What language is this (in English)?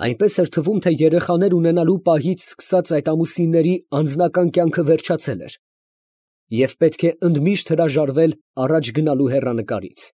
Armenian